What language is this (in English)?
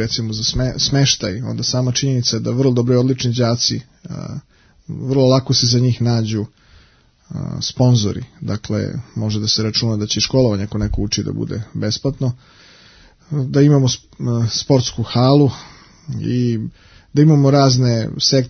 Serbian